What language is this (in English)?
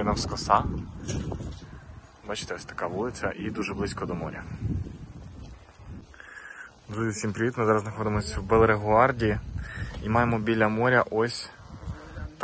Ukrainian